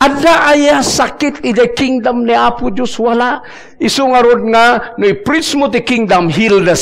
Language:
Iloko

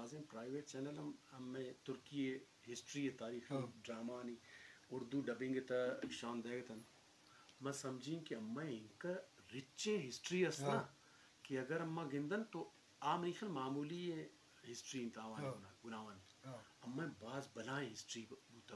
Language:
Eastern Balochi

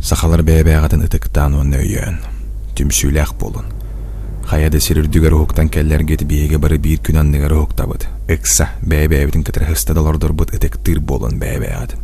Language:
Yakut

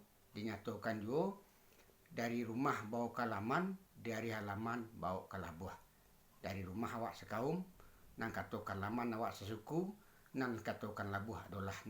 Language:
Minangkabau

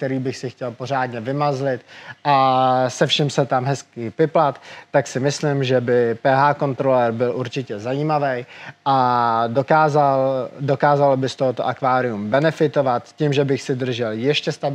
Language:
Czech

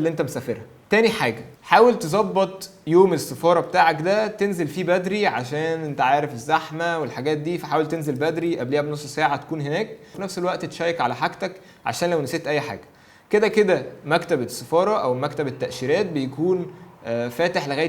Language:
Egyptian Arabic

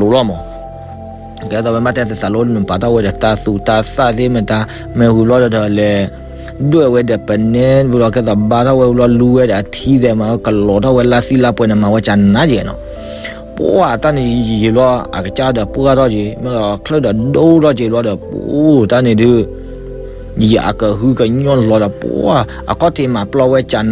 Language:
S'gaw Karen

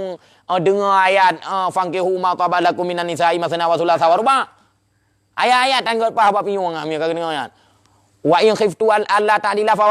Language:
Achinese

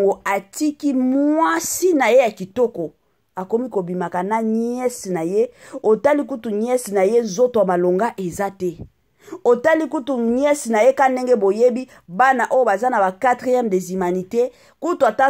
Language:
Lingala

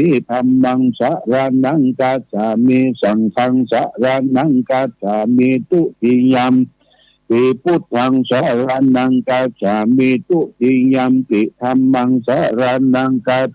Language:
Pali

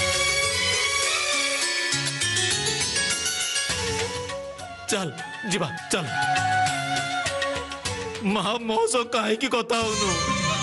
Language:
Odia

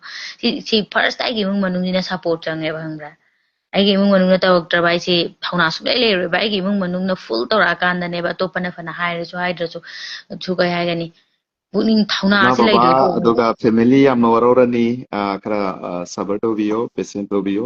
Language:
Manipuri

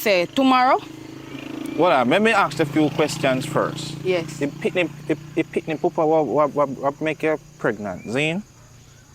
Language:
Jamaican Creole English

